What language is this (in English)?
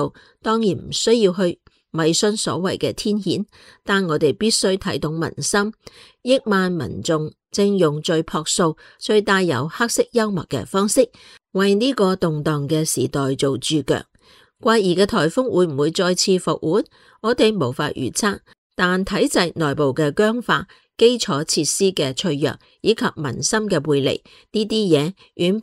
Cantonese